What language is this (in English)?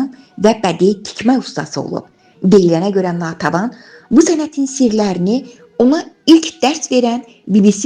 Azerbaijani